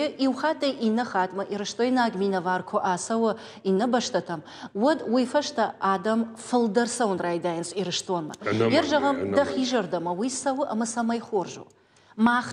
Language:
Ossetic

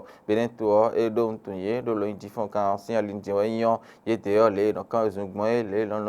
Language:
Fon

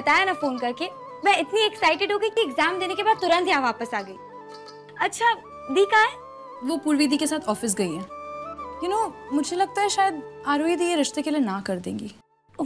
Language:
Hindi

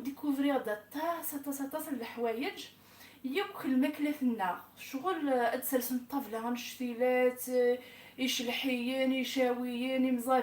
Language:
Kabyle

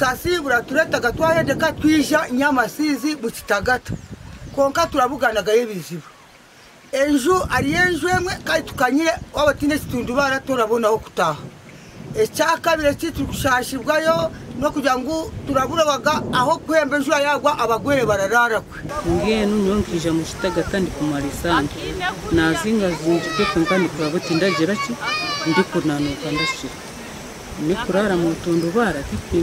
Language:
Nyankole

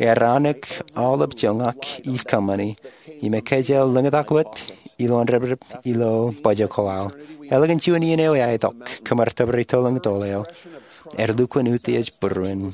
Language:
Marshallese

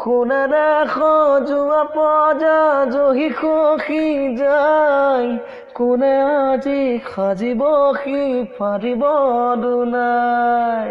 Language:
Assamese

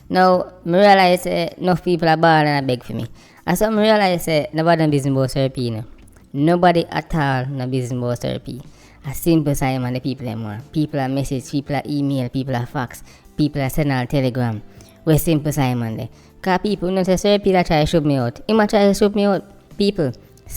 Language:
Jamaican Creole English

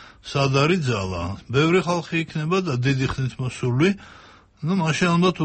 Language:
Georgian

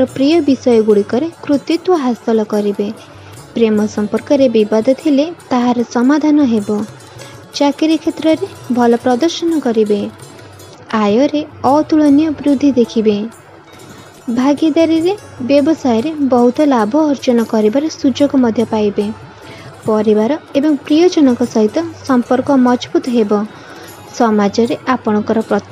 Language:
Odia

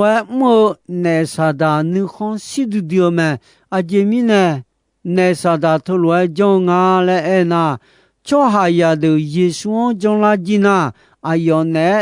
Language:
Akha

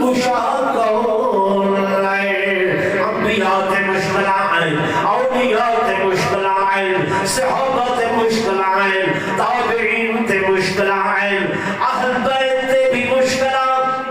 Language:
Saraiki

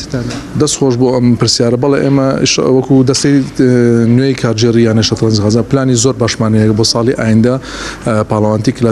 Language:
Central Kurdish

